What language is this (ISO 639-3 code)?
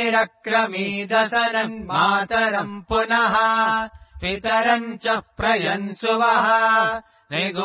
san